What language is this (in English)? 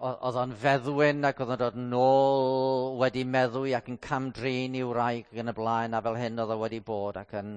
Welsh